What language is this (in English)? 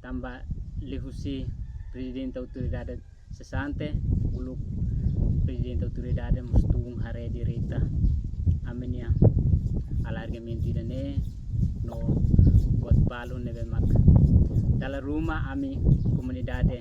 Tetum